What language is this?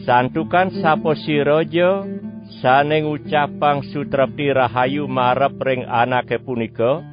Balinese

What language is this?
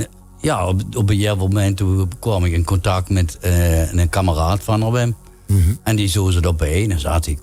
Limburgish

